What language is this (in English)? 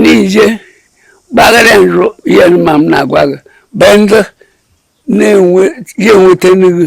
Igbo